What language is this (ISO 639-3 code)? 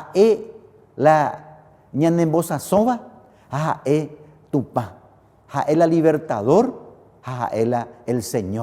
grn